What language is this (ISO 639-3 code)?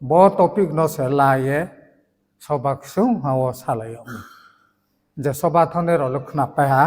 ria